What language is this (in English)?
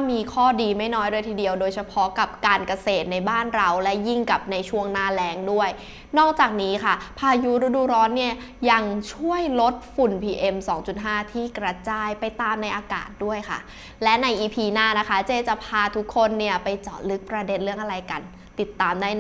Thai